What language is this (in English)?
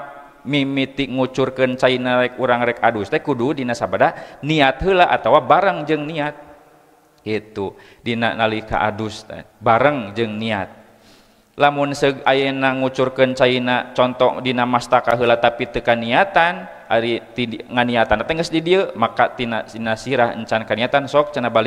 Sundanese